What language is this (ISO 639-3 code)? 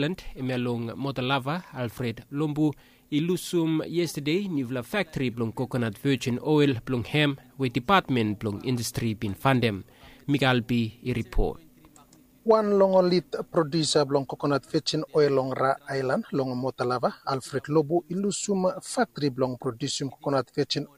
bis